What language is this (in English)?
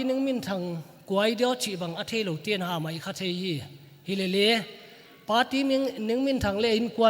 Paite Chin